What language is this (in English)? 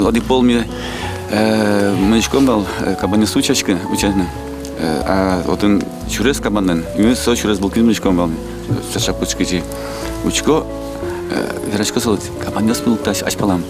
Udmurt